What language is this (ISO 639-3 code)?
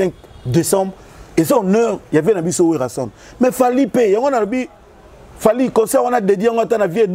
lin